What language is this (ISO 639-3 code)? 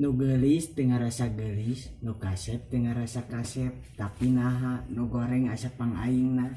sun